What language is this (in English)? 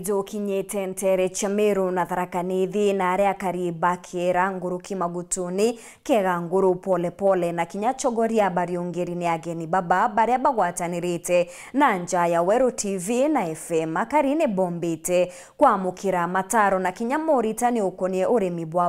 Meru